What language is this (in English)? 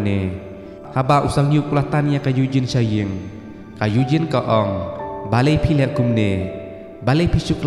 Khasi